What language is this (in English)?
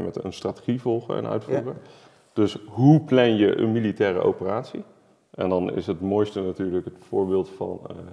Dutch